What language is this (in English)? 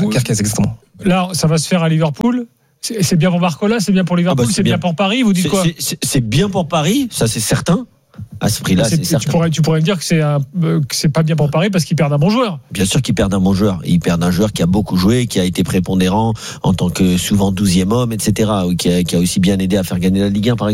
French